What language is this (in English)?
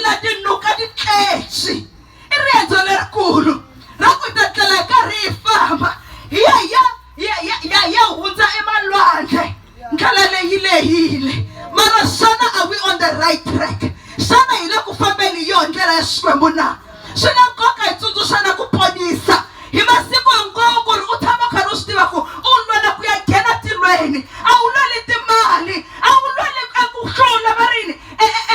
Tsonga